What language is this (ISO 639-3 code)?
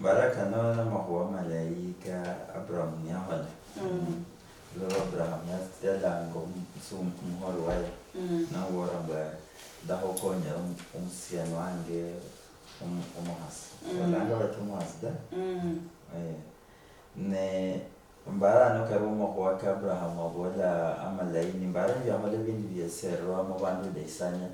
luy